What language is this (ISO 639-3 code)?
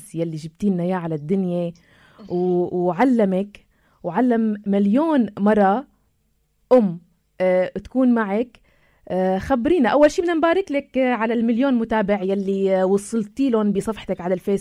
apc